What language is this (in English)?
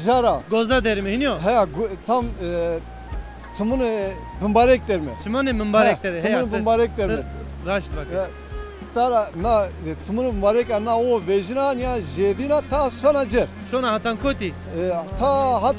Zaza